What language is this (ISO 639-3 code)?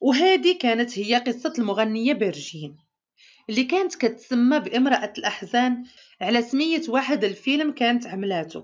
ary